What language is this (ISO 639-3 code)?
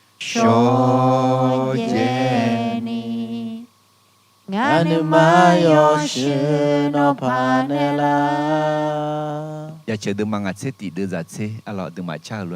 ahk